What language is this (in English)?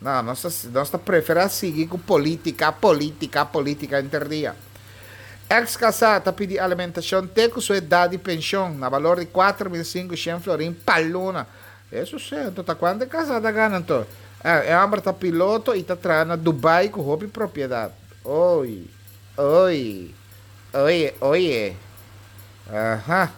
Papiamento